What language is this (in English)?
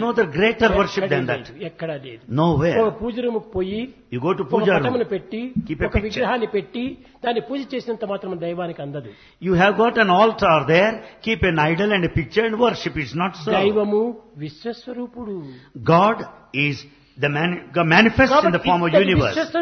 Telugu